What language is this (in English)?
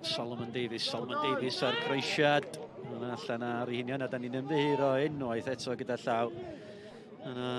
Welsh